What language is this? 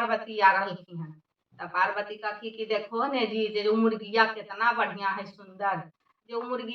Magahi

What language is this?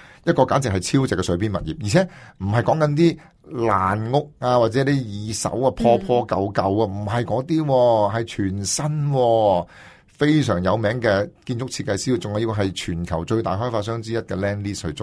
Cantonese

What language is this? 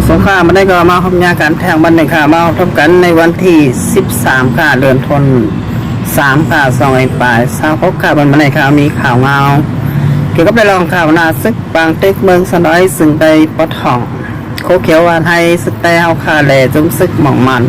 Shan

